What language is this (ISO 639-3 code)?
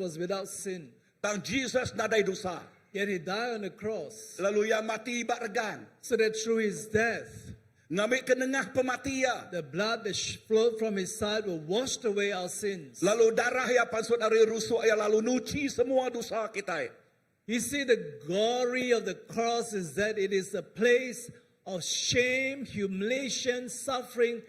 iba